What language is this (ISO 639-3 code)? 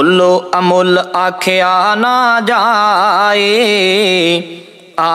pan